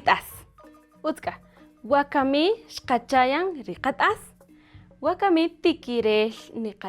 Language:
Kaqchikel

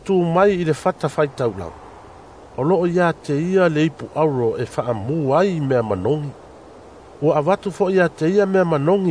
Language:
Samoan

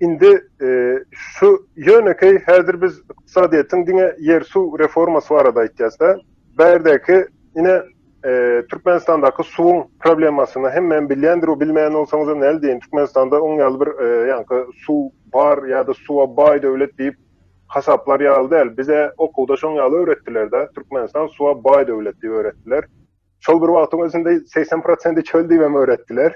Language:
Turkmen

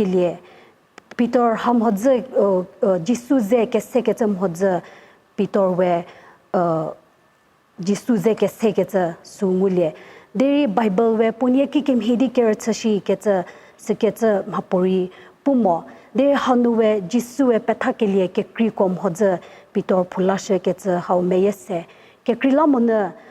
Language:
Angami Naga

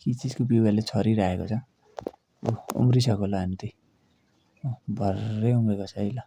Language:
Nepali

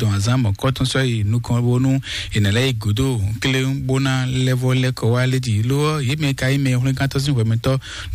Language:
Fon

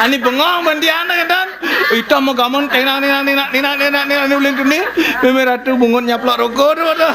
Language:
Balinese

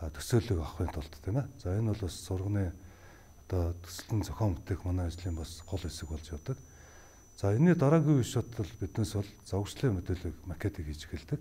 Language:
Mongolian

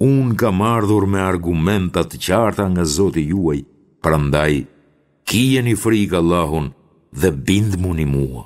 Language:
Albanian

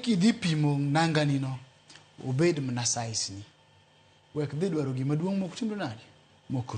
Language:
Luo (Kenya and Tanzania)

